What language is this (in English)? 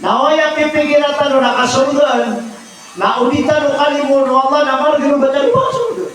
Maranao